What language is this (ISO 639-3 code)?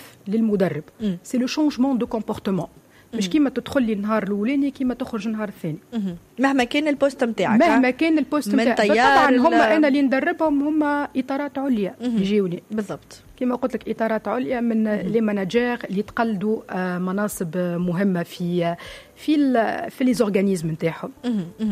aeb